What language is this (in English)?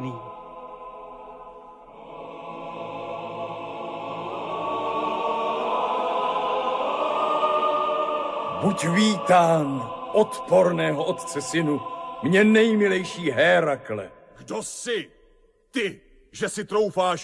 Czech